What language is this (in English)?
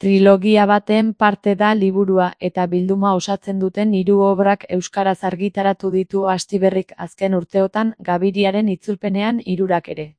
Basque